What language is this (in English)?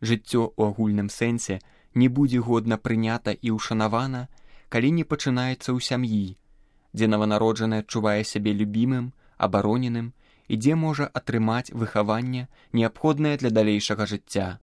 Belarusian